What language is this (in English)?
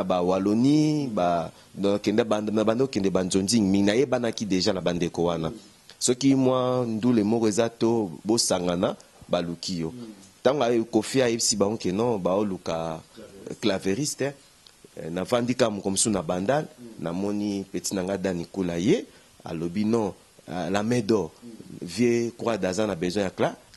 Lingala